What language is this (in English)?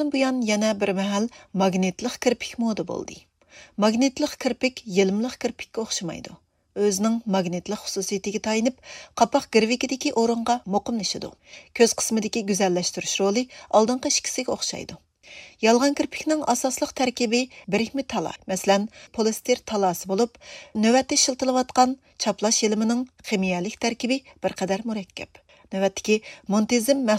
Uyghur